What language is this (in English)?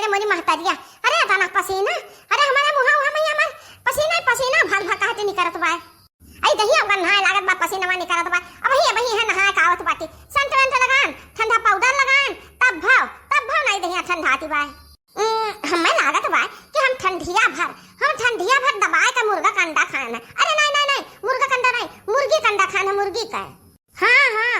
Awadhi